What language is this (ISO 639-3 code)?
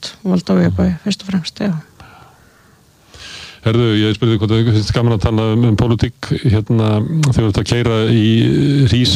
isl